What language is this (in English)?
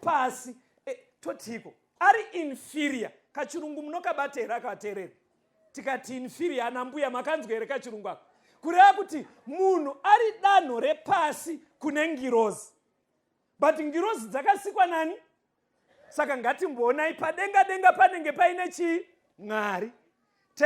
Shona